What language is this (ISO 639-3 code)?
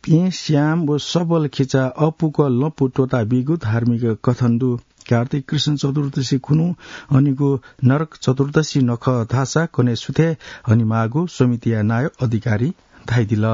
new